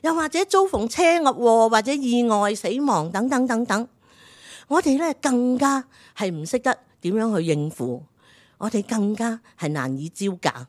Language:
Cantonese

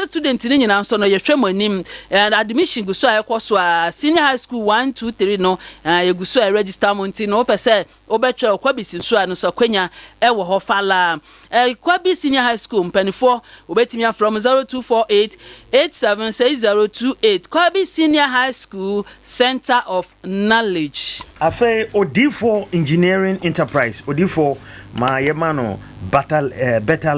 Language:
Akan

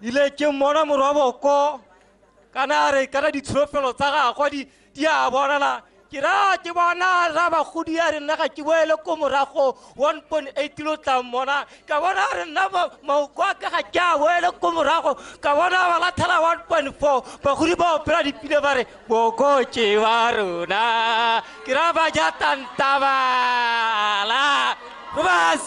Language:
Tswana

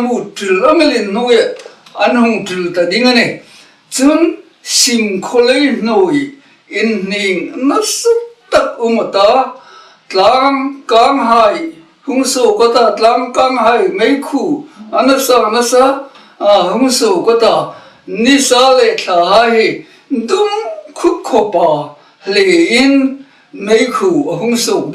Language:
Hmar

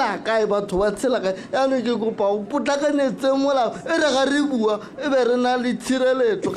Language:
Tswana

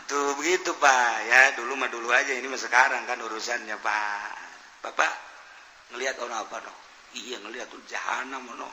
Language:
Sundanese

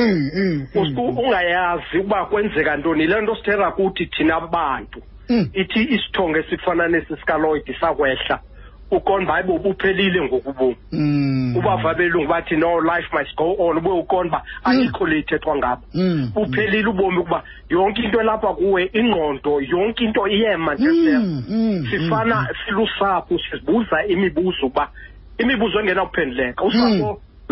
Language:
Xhosa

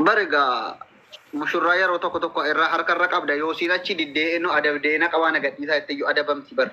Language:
Oromo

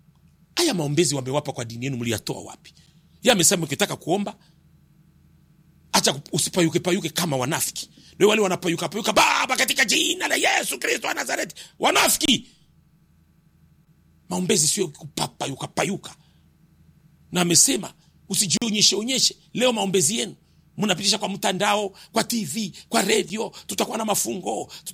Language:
Swahili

